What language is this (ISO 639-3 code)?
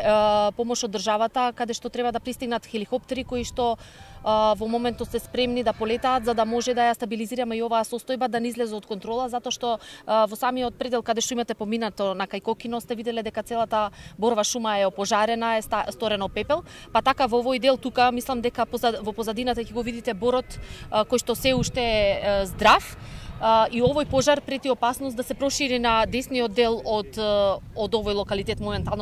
mkd